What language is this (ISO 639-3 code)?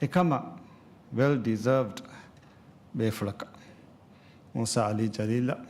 div